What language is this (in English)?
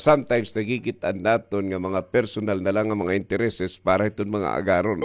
Waray